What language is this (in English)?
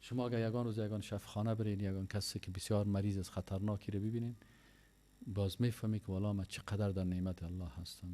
Persian